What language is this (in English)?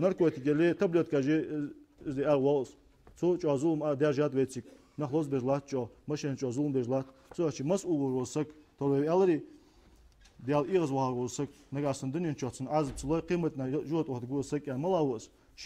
Ingush